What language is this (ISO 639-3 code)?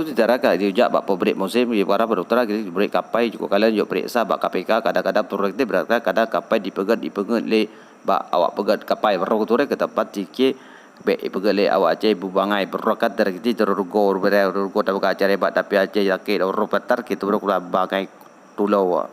ace